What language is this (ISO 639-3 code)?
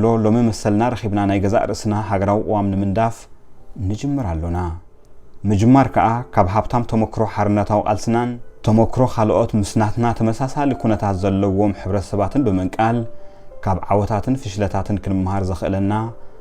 tir